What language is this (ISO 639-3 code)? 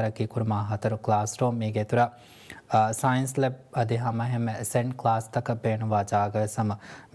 div